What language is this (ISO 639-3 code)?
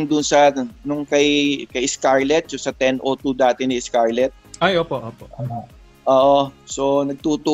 fil